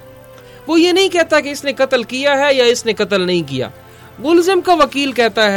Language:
Urdu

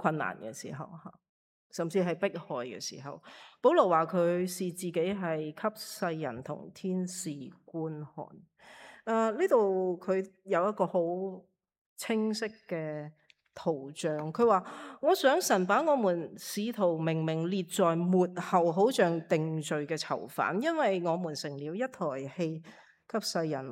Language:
Cantonese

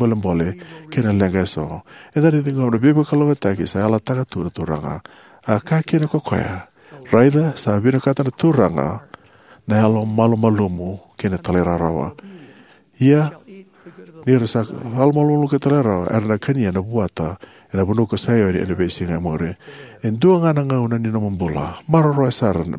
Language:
Fijian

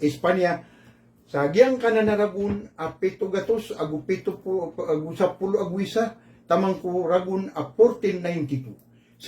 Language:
Maranao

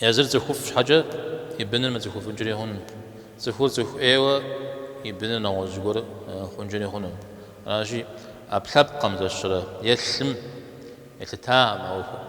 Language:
Kabardian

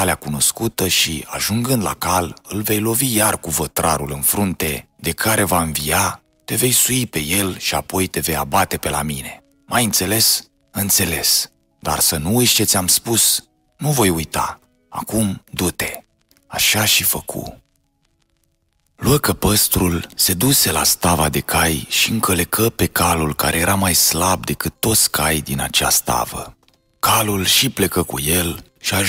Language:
Romanian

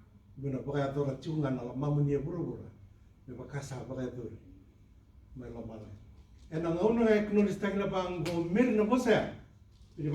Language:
Fijian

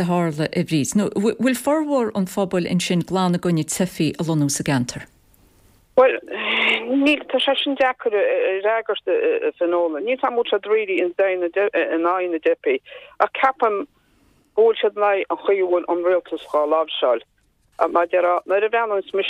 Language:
Irish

